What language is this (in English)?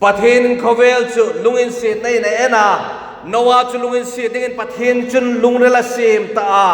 Hmar